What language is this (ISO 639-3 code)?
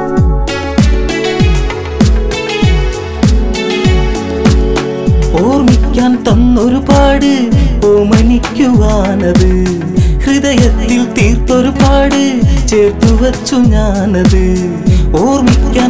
mal